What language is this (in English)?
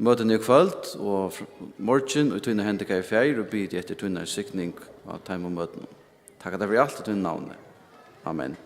Faroese